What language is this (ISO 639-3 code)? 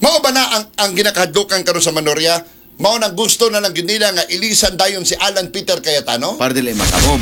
ceb